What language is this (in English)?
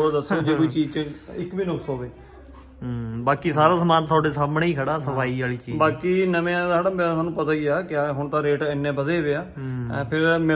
Punjabi